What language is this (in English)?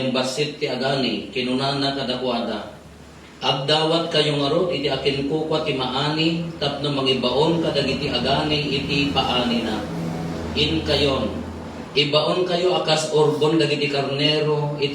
Iloko